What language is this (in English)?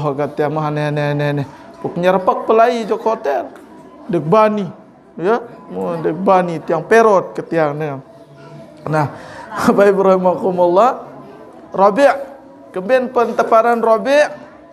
Sasak